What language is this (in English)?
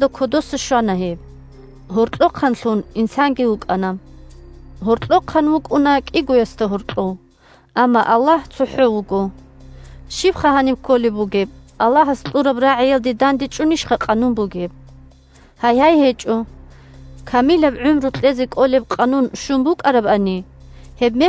Avaric